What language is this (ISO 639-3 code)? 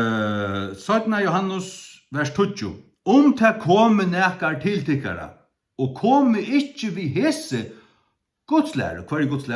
fao